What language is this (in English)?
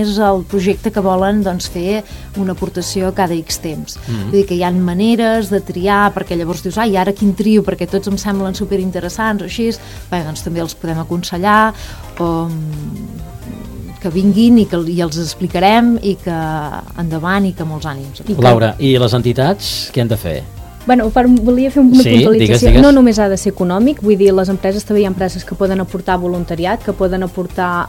Catalan